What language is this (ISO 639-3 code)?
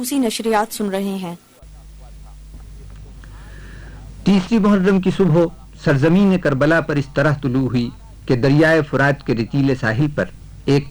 urd